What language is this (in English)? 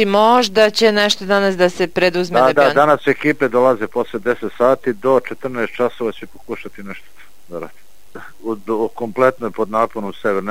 Serbian